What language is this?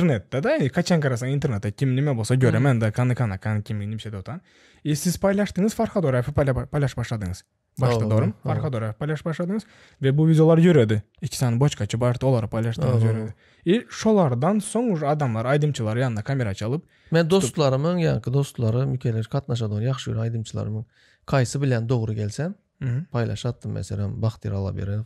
Turkmen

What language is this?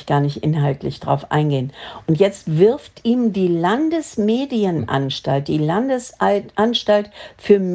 German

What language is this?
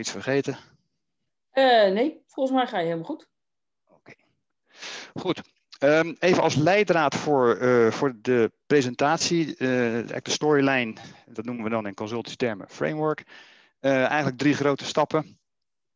Dutch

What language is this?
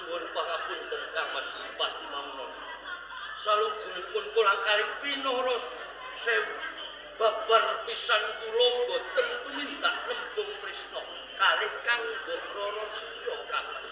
Javanese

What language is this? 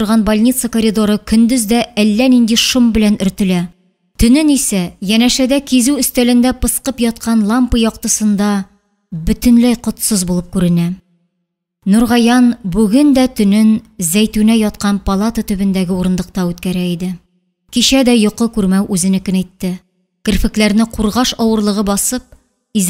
Tatar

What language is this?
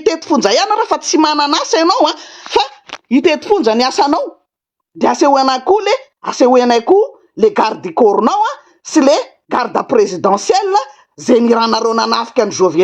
Malagasy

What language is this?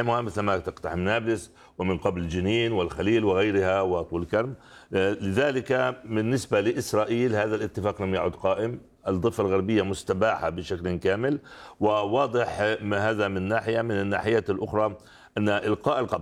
Arabic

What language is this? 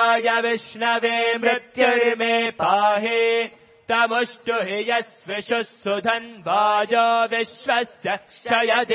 Sanskrit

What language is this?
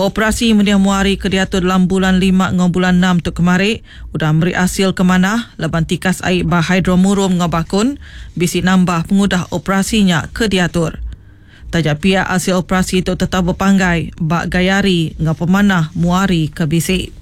Iban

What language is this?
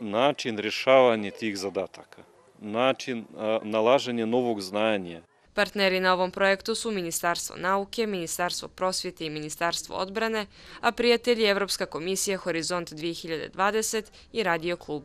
Bosnian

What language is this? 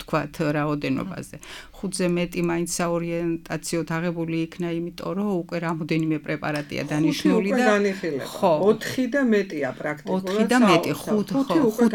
Georgian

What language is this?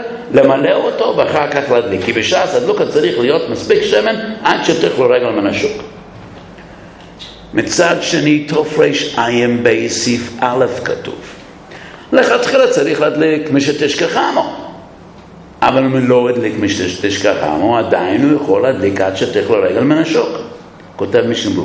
Hebrew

